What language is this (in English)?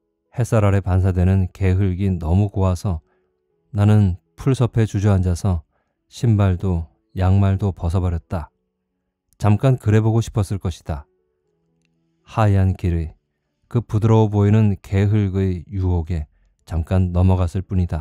Korean